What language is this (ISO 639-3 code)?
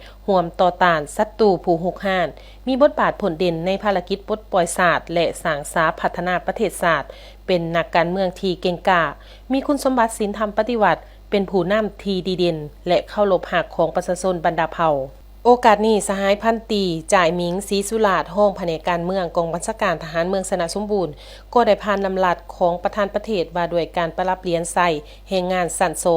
lao